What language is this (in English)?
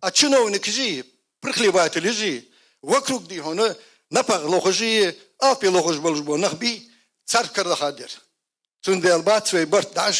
Ingush